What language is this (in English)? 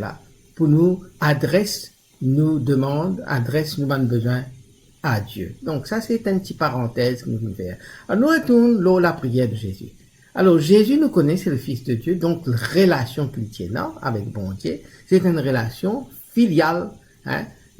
Morisyen